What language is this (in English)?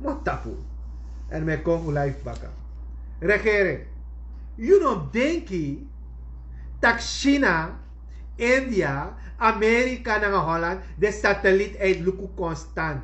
Sranan Tongo